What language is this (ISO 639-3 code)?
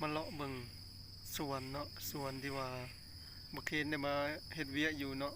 tts